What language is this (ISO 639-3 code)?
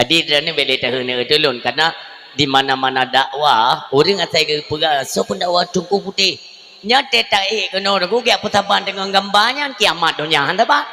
ace